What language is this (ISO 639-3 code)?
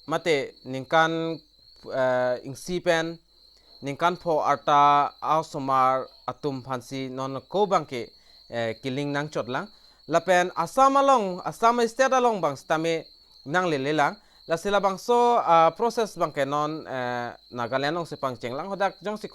mjw